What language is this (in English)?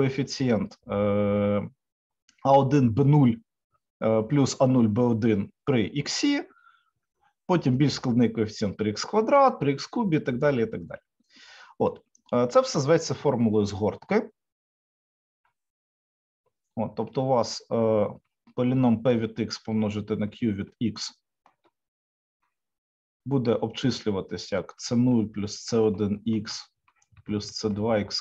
Ukrainian